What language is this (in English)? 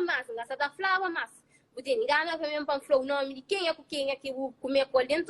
Kabuverdianu